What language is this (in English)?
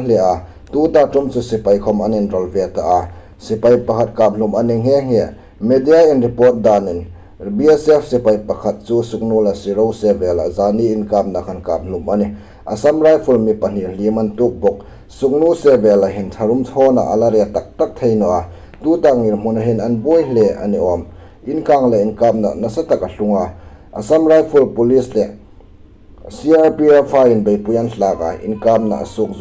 Hmar